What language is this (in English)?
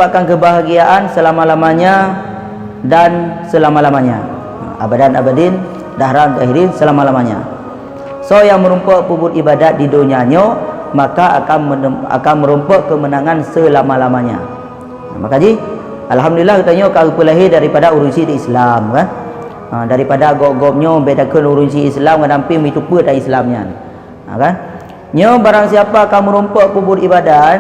Achinese